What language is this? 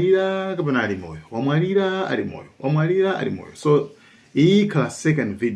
Nyanja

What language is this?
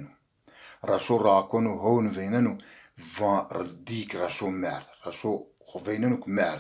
Zaza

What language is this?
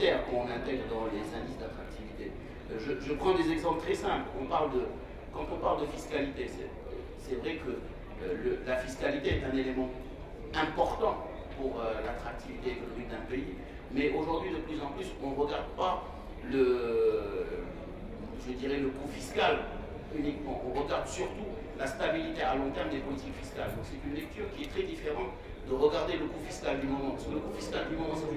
French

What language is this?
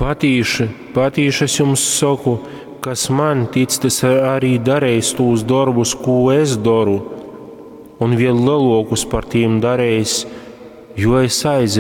Latgalian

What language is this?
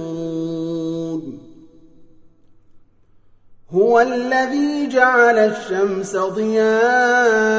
Arabic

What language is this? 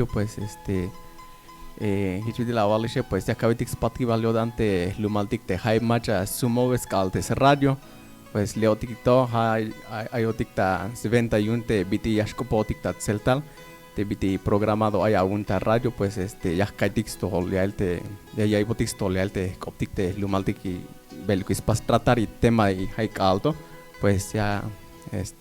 Tzeltal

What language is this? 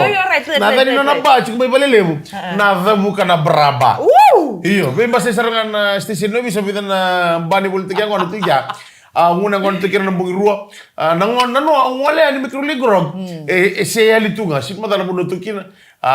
Fijian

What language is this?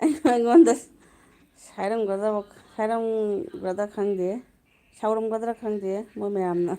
Manipuri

